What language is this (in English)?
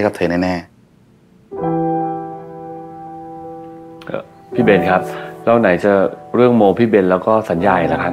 Thai